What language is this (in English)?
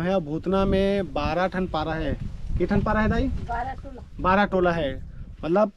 Chhattisgarhi